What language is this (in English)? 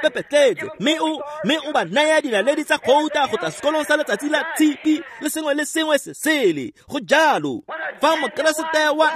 Tswana